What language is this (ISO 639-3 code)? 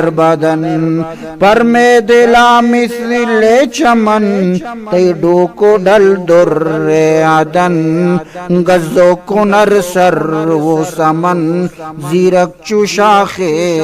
bgp